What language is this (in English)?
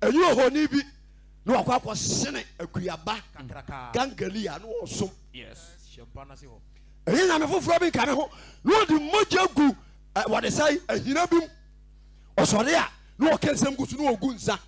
Akan